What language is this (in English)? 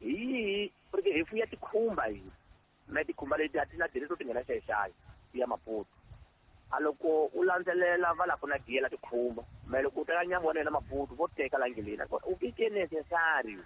Tsonga